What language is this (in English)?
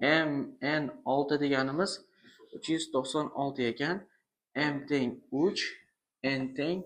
Uzbek